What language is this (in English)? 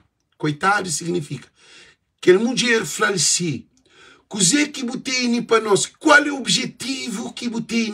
Kabuverdianu